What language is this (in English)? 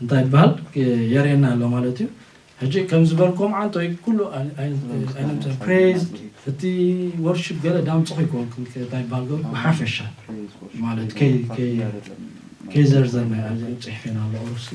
Tigrinya